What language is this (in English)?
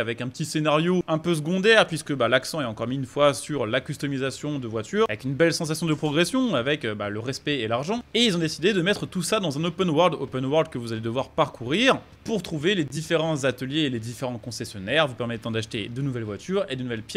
French